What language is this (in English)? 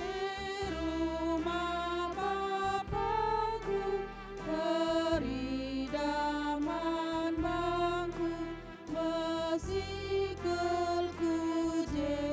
Batak Karo